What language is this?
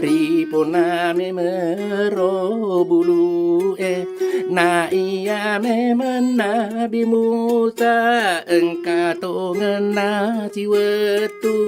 Buginese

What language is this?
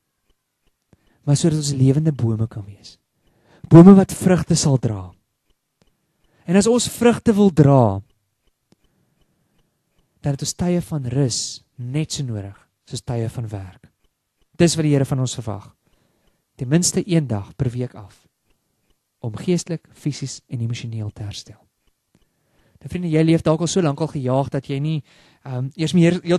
Afrikaans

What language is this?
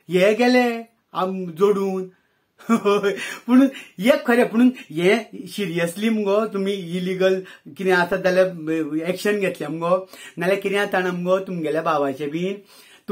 Konkani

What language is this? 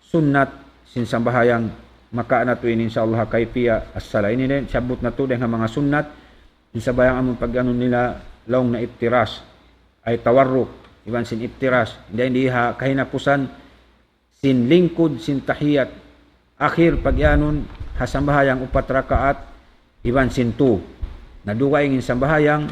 Tausug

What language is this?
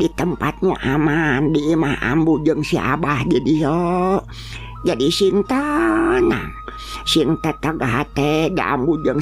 Sundanese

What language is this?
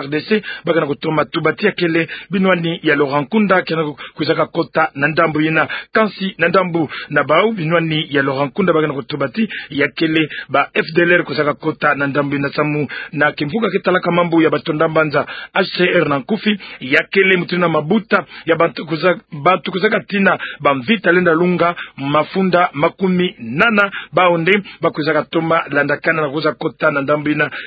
Kituba (Democratic Republic of Congo)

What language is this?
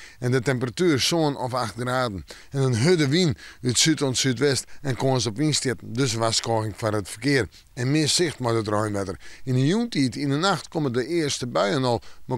Western Frisian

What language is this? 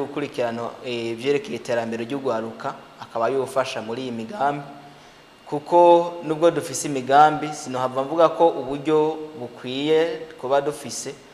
Rundi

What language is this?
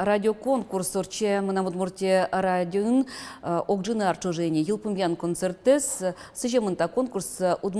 Udmurt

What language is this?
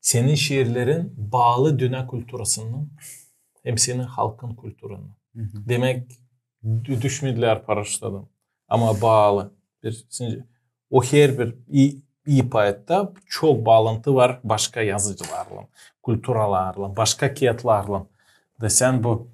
Gagauz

